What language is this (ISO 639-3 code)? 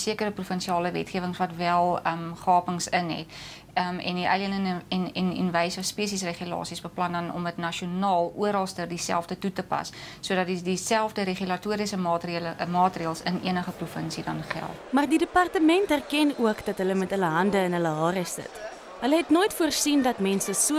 afr